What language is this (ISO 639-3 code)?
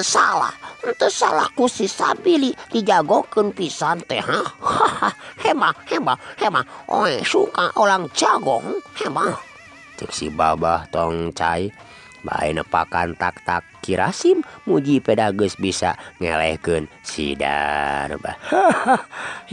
sun